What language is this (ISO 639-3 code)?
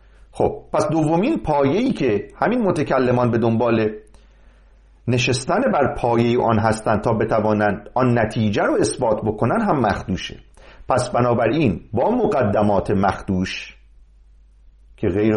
fas